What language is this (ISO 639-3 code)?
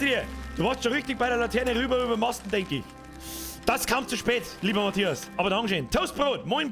bar